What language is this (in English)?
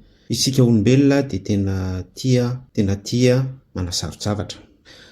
Malagasy